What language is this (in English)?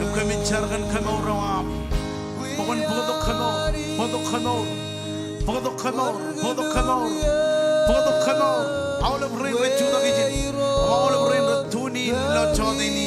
Marshallese